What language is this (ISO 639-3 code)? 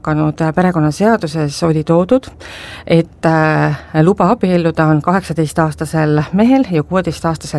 est